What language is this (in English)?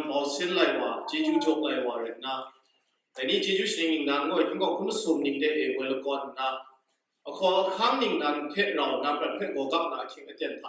Kachin